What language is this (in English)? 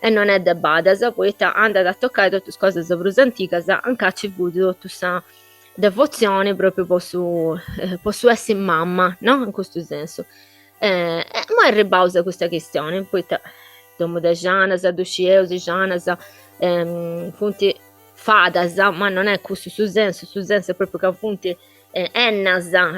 Sardinian